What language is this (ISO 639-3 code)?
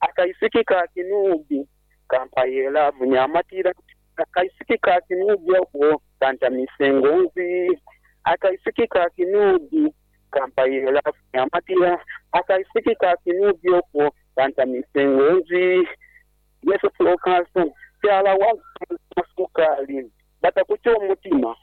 nyo